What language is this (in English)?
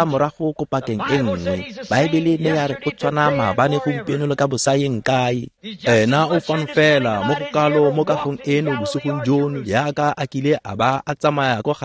Tswana